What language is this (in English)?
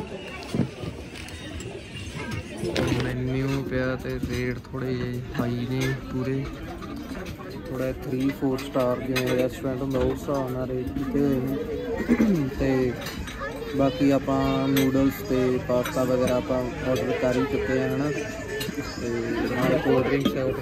Punjabi